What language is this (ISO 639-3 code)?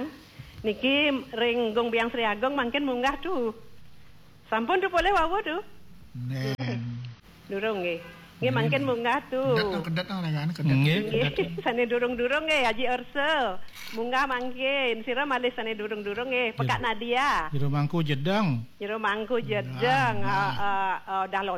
ban